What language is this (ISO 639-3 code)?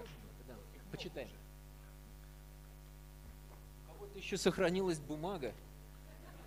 rus